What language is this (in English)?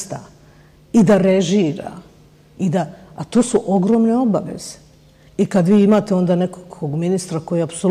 Bosnian